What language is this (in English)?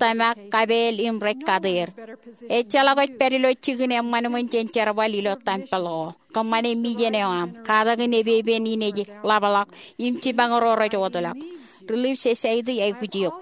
Marshallese